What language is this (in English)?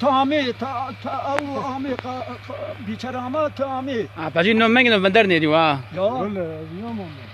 Zaza